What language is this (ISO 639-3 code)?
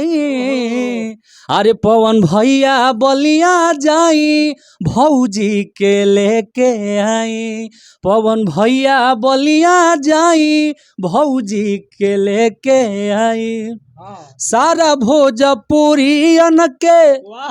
bho